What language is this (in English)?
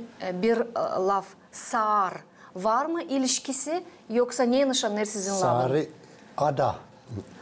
Gagauz